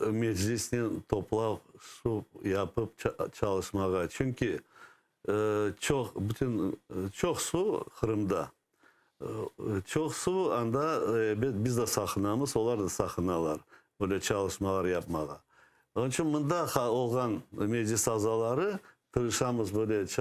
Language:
Crimean Tatar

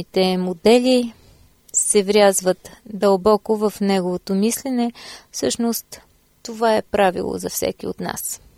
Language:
Bulgarian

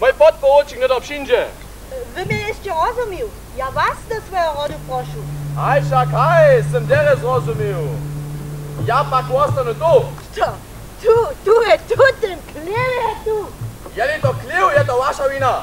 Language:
Upper Sorbian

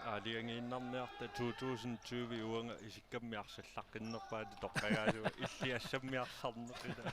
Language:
Kalaallisut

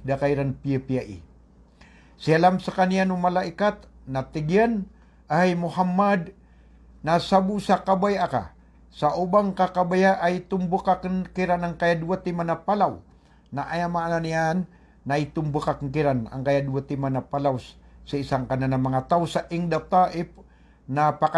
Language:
Maranao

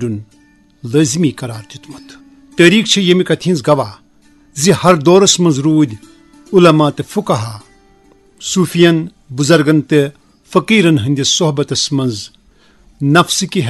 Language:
Kashmiri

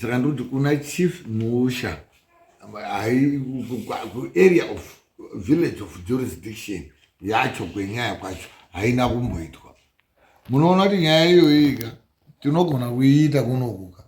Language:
Shona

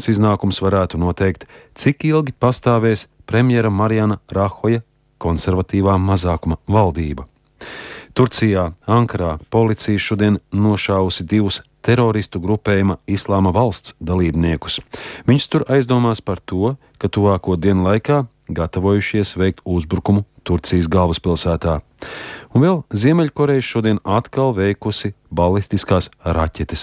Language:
Latvian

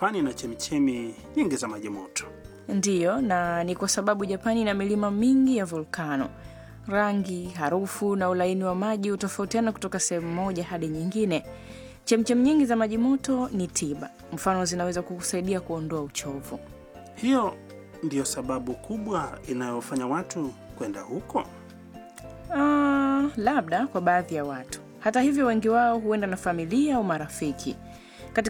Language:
Swahili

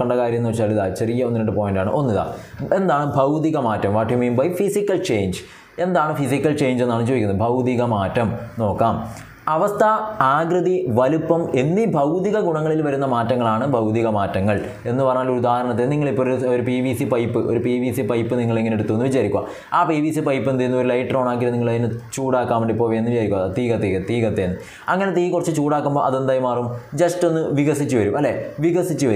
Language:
Malayalam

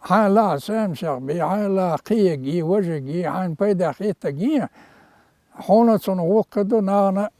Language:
Chechen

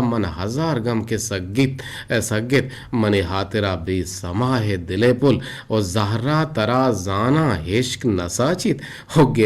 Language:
Eastern Balochi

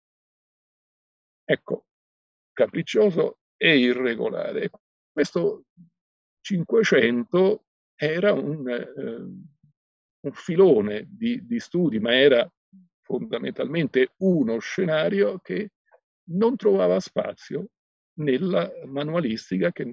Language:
Italian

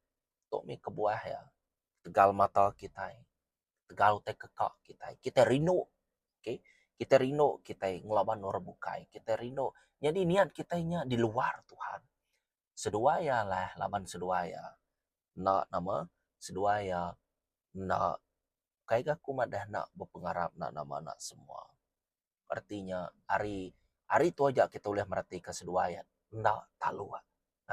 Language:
Iban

